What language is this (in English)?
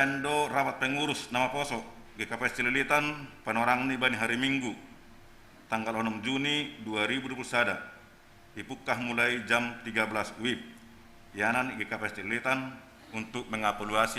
Batak Simalungun